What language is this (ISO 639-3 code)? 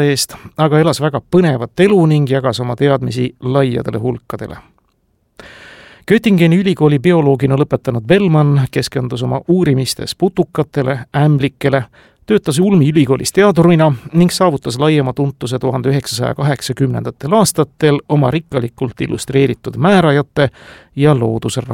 est